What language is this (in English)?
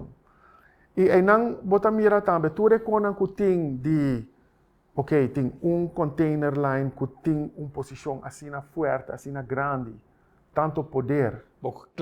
Papiamento